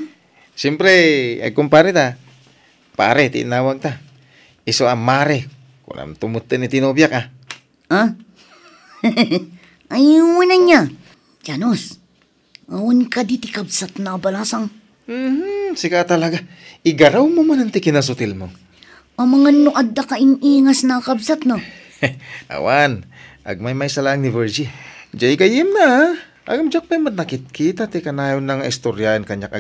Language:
Iloko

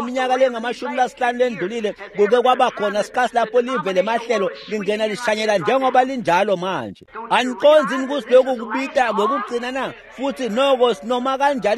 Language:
Swati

